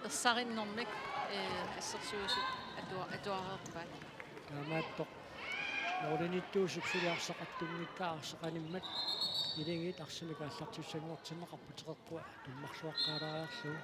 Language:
Kalaallisut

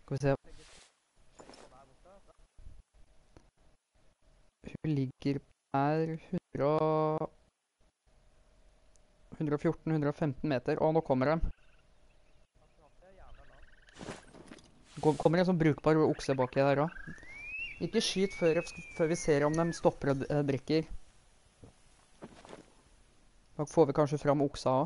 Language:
Norwegian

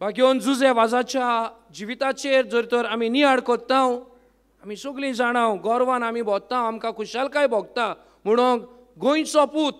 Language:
Konkani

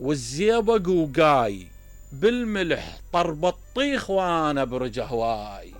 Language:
Mesopotamian Arabic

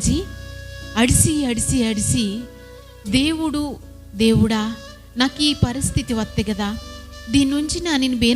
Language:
Koya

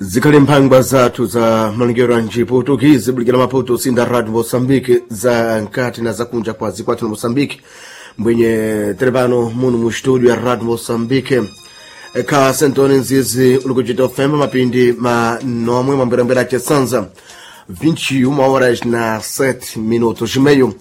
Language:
Sena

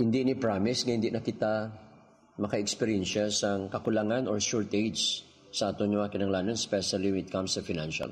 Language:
Hiligaynon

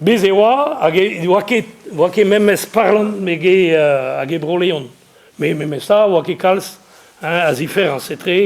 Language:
Breton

